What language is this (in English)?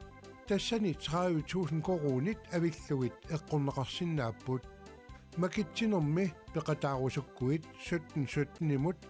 Kalaallisut